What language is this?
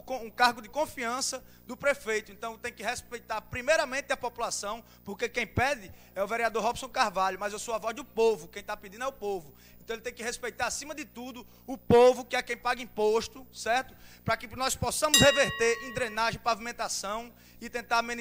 Portuguese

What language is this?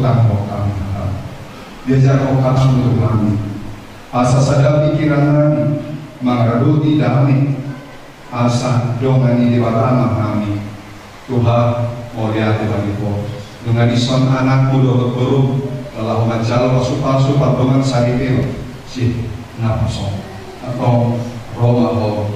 Batak Toba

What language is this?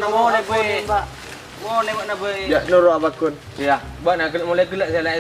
Madurese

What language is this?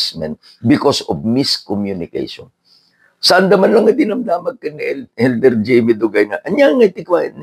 Iloko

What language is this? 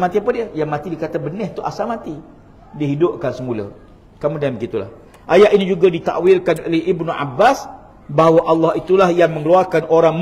Malay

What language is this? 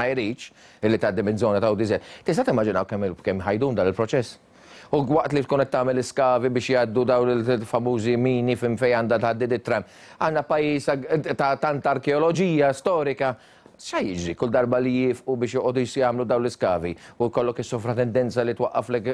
Maltese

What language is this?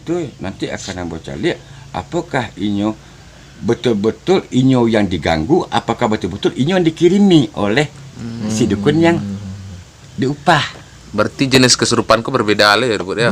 Minangkabau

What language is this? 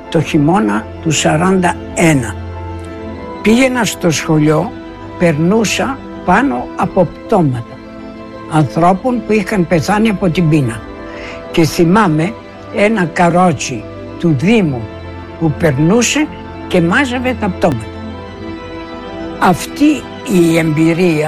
Greek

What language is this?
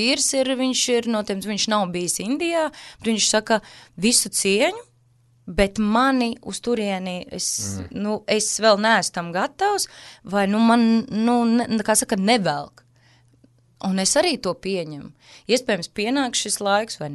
Latvian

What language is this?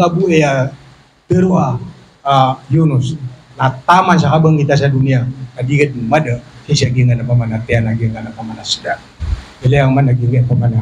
Maranao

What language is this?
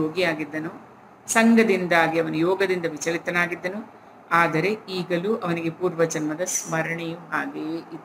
Kannada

